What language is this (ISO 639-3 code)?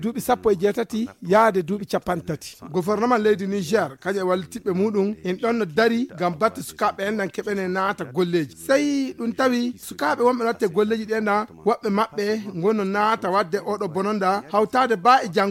ful